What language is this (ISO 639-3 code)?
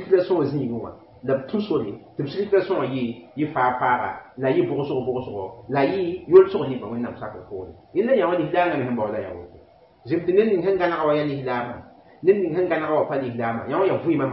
mos